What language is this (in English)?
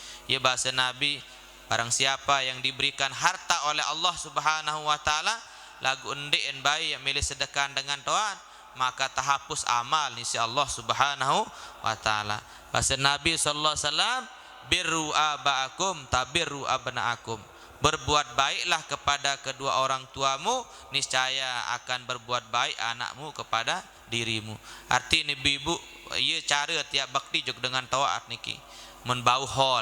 Sasak